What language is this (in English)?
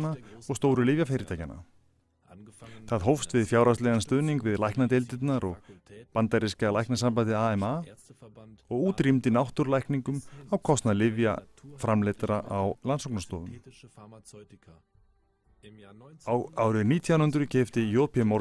Icelandic